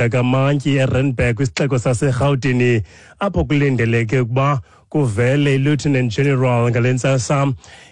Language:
Xhosa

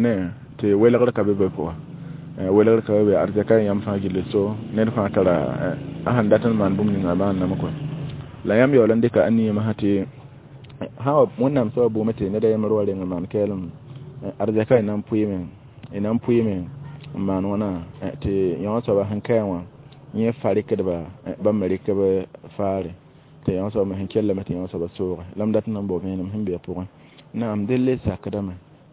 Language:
Mossi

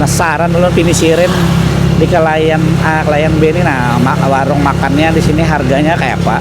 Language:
Banjar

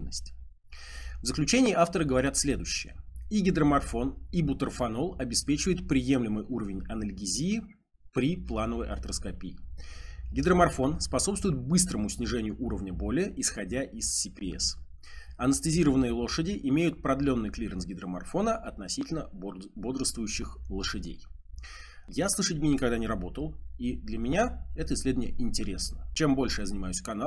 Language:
Russian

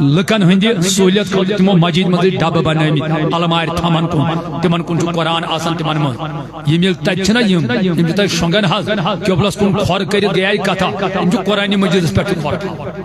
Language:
Kashmiri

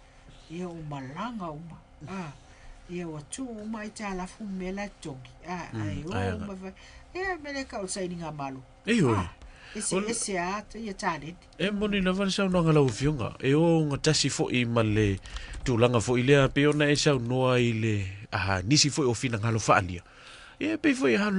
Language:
Samoan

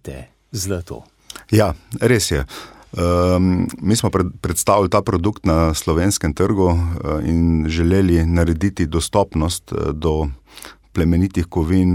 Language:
Slovenian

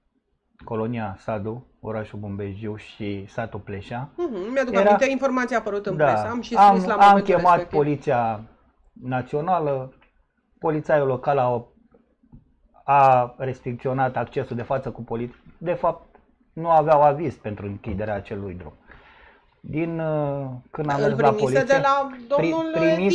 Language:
Romanian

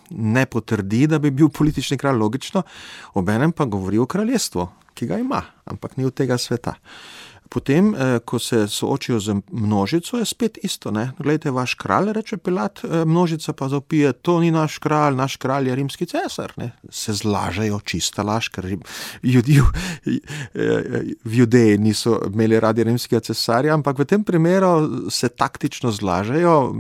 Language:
Slovenian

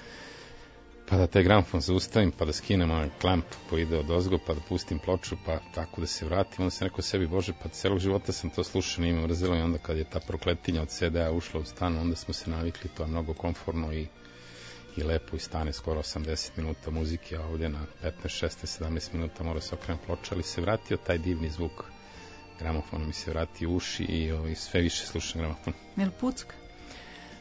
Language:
Serbian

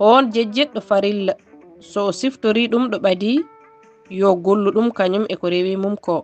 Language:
Fula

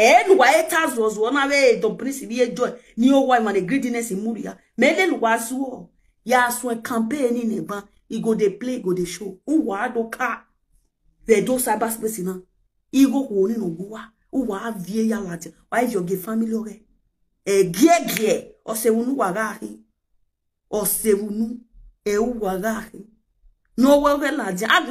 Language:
Nigerian Pidgin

